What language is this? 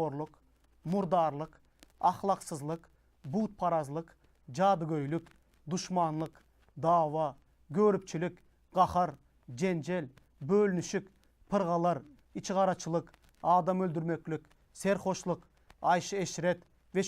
Turkmen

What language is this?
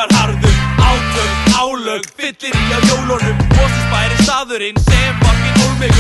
Icelandic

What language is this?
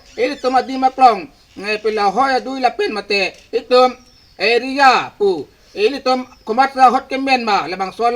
Karbi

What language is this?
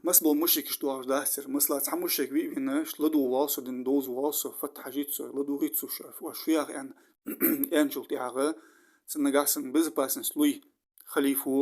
Ingush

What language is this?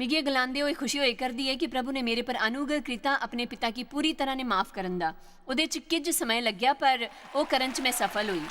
Dogri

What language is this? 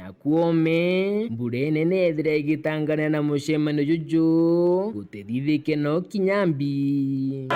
Meru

